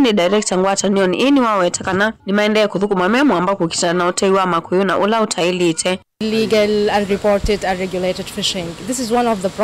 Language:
Kamba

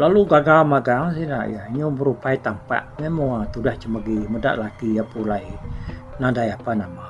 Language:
Iban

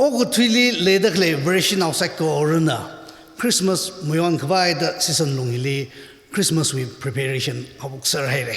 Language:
Tangkhul Naga (India)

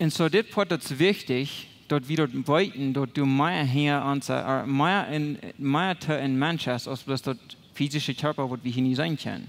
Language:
Plautdietsch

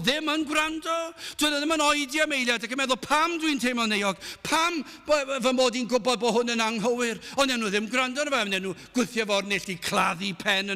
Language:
Welsh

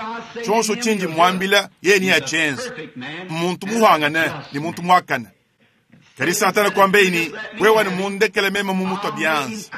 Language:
Luba-Lulua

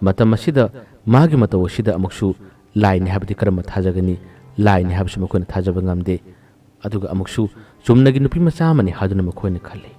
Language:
Manipuri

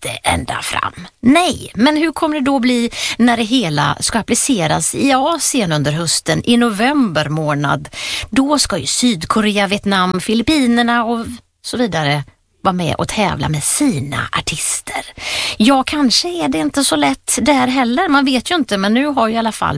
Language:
Swedish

